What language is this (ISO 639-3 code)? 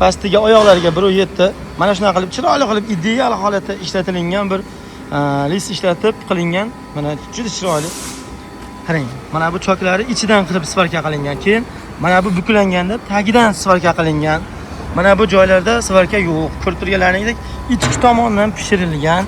uzb